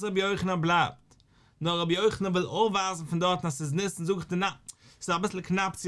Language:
Yiddish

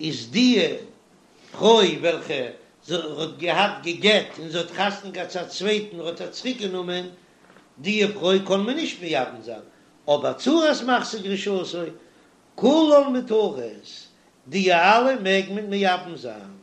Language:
Yiddish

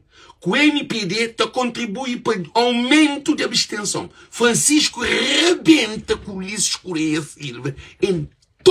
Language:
Kabuverdianu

